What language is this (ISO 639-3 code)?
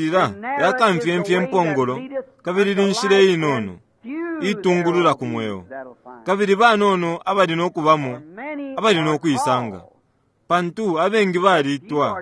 bem